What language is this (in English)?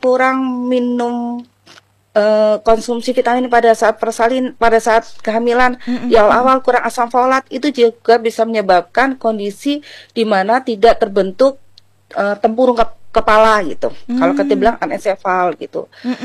Indonesian